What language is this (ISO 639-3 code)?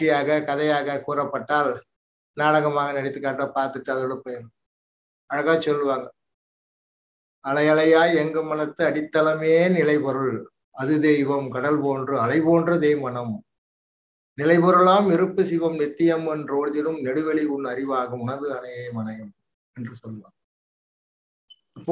tam